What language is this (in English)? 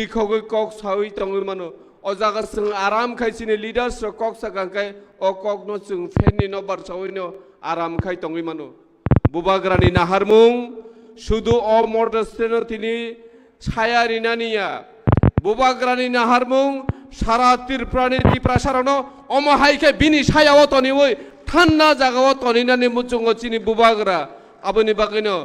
Kok Borok